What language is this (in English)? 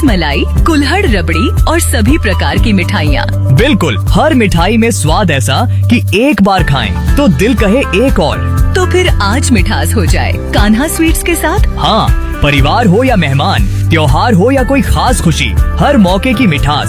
Hindi